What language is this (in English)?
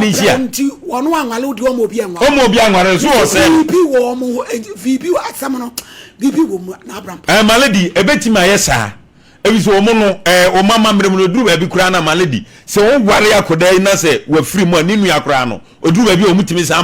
Akan